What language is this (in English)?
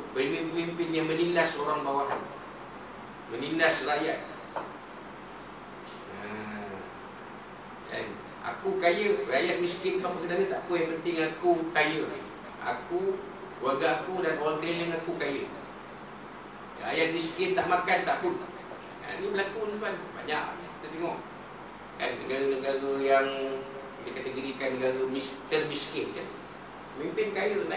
Malay